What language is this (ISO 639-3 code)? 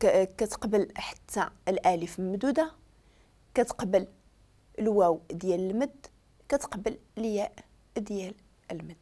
ary